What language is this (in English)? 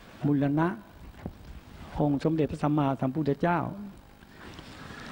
Thai